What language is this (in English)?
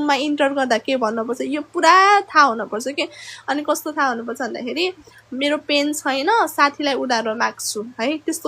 Nepali